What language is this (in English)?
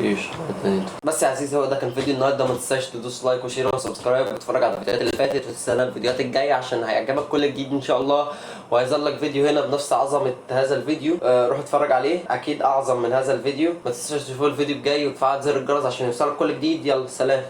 Egyptian Arabic